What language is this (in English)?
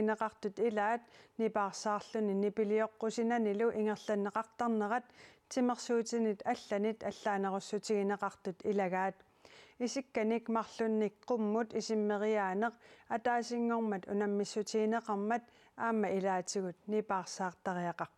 Kalaallisut